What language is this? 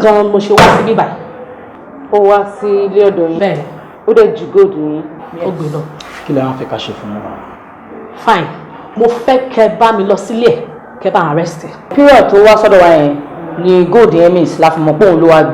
Yoruba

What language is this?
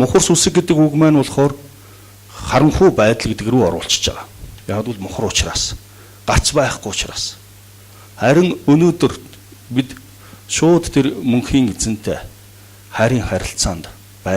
Mongolian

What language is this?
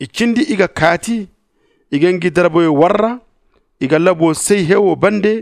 Zarma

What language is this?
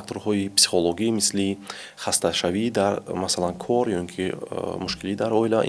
Tajik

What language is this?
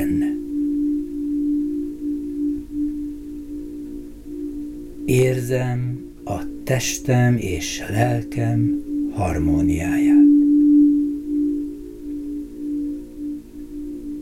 Hungarian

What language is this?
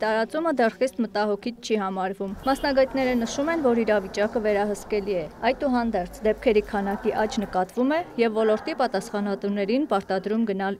Armenian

